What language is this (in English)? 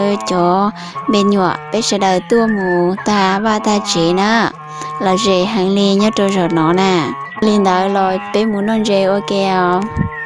Hmong